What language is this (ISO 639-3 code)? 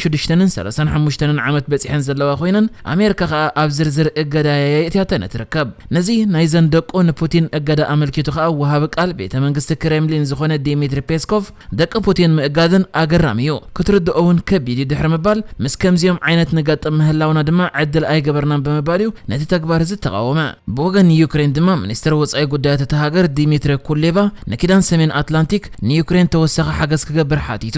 tir